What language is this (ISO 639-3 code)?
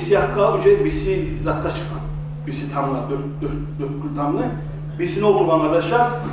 kum